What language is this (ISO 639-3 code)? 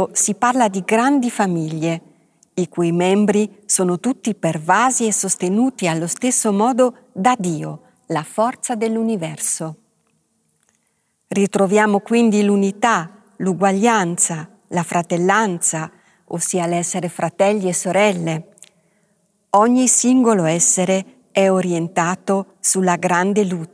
ita